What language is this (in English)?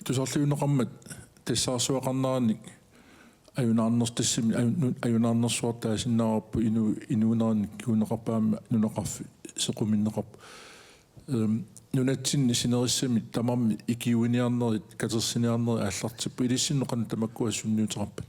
Kalaallisut